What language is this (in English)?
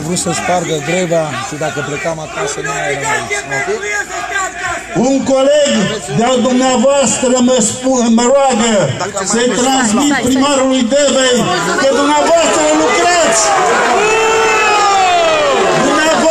Romanian